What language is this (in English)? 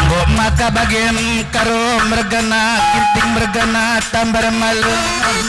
Batak Karo